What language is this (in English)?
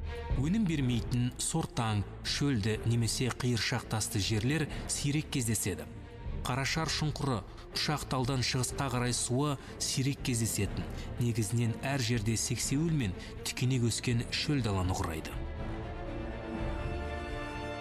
Kazakh